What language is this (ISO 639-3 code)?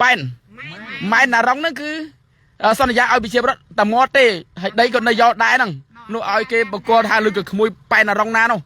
khm